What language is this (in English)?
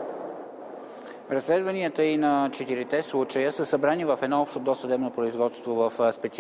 Bulgarian